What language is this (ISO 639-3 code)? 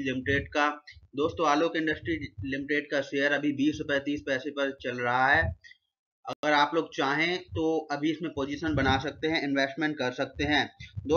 hin